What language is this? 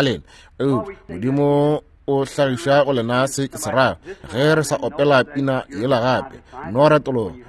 Northern Sotho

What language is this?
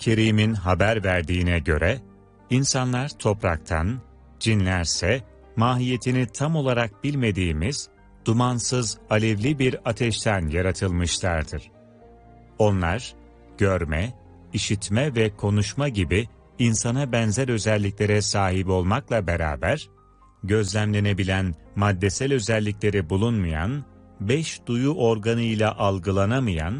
Turkish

